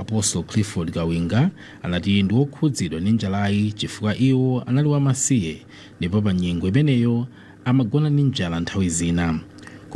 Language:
Nyanja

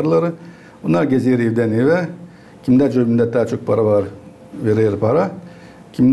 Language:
Gagauz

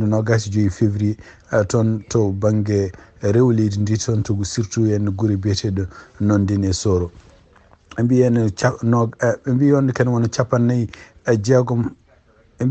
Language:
Fula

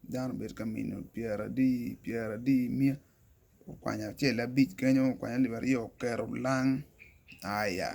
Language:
Acoli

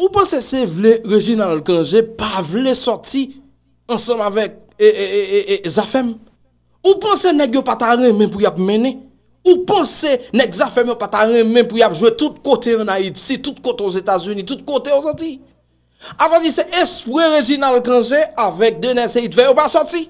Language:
Haitian Creole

